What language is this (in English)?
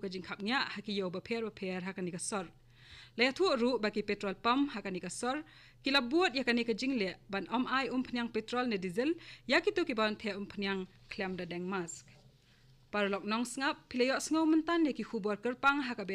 Khasi